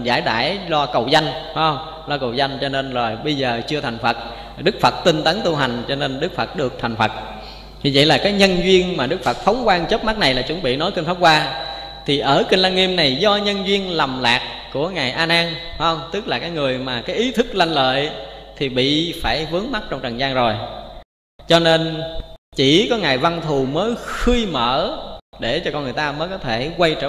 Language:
Vietnamese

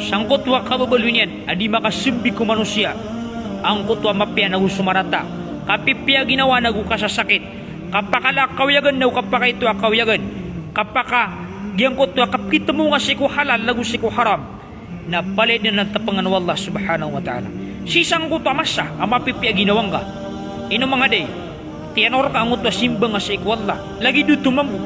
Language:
Maranao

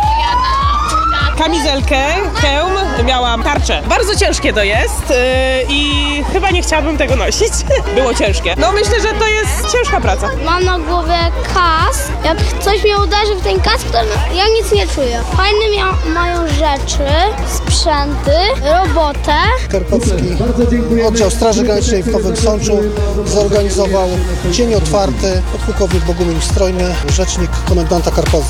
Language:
Polish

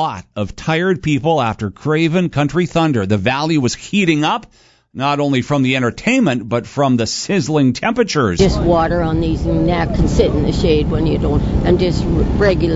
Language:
English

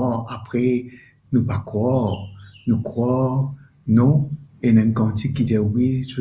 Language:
Morisyen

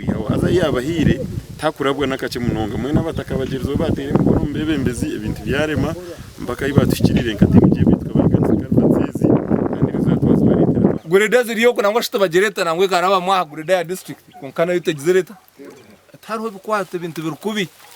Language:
Nyankole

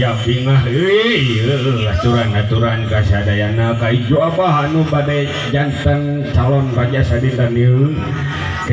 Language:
Sundanese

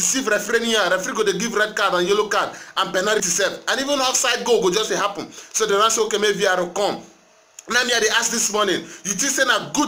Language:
Nigerian Pidgin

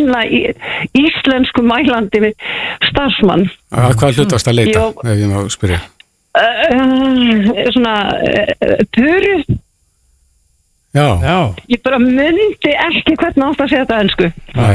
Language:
Icelandic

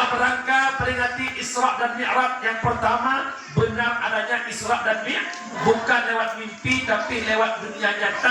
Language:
Achinese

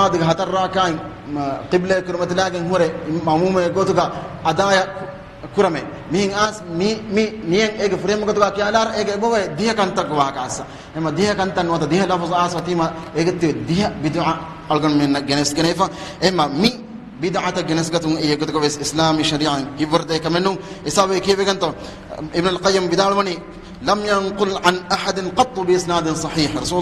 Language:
Divehi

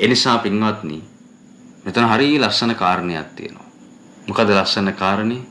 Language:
Sinhala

